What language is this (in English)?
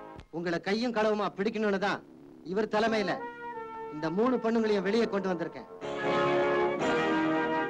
Tamil